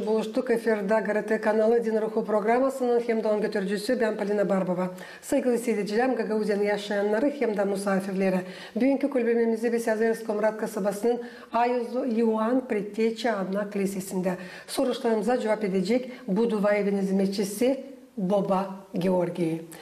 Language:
Gagauz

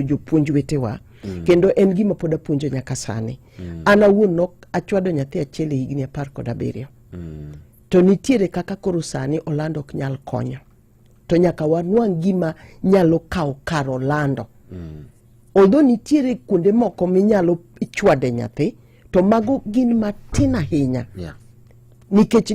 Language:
Luo (Kenya and Tanzania)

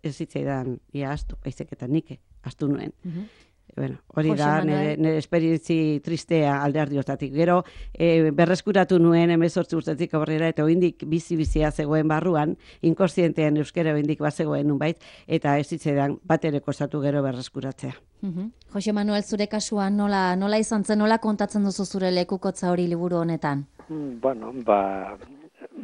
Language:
Basque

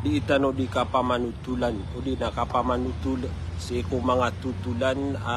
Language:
Maranao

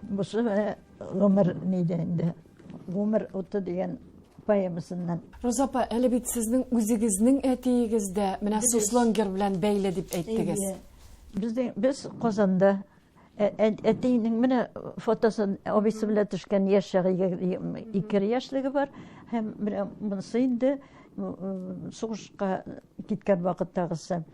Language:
Tatar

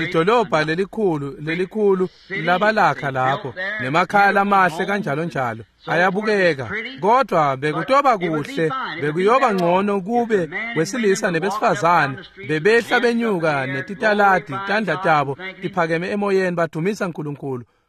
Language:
Swati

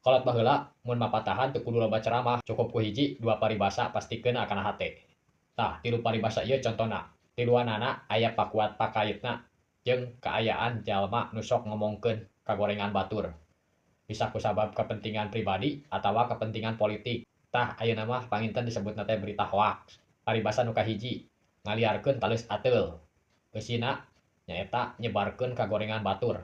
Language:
Sundanese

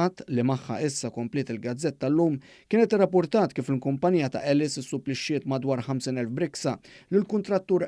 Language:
Maltese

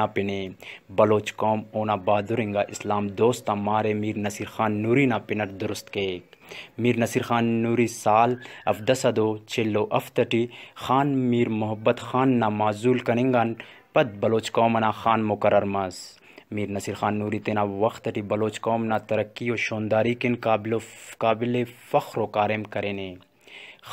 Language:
Brahui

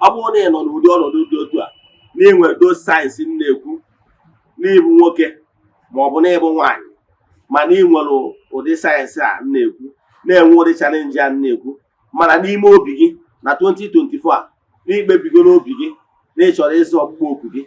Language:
Igbo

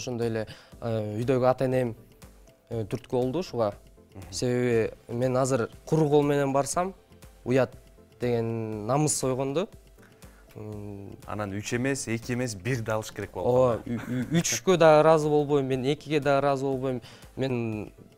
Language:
Kyrgyz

